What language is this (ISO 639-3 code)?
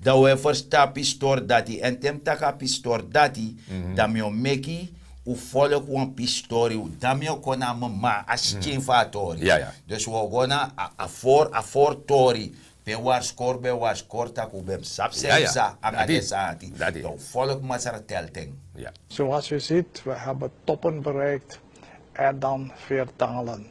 srn